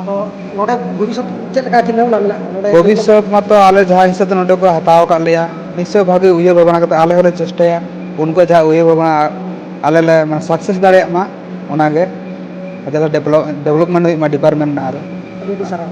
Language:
Santali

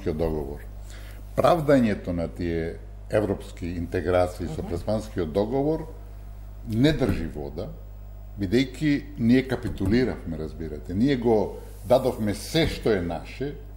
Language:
Macedonian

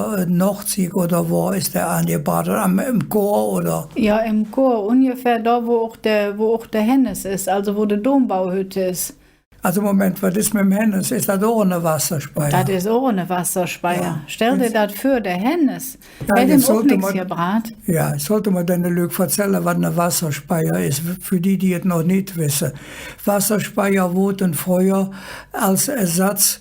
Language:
Colognian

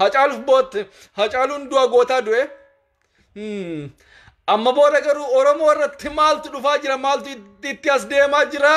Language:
Oromo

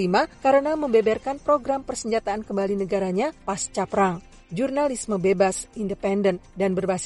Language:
Indonesian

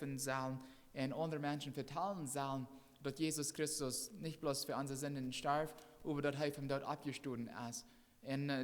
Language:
Plautdietsch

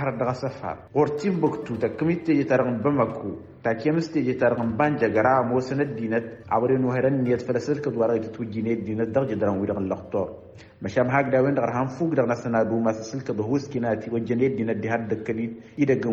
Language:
Tamasheq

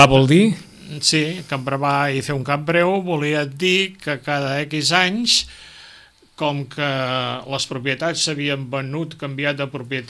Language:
Catalan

